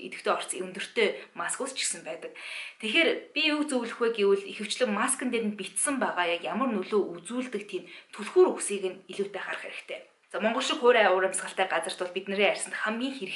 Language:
Mongolian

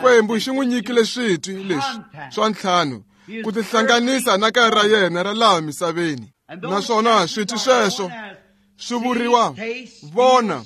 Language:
Tsonga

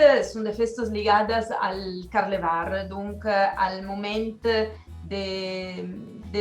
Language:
Occitan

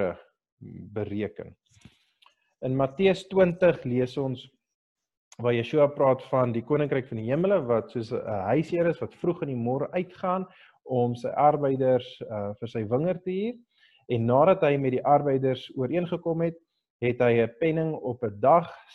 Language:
Afrikaans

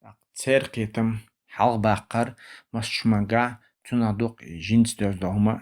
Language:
Chechen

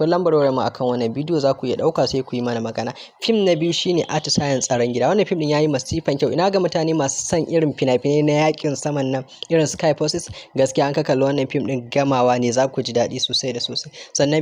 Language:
Hausa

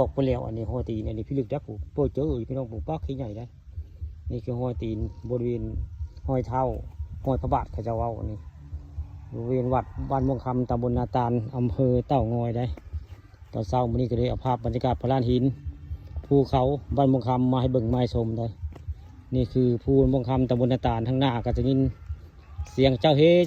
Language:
Northeastern Thai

